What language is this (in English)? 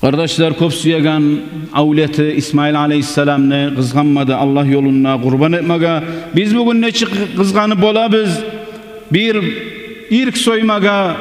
Kumyk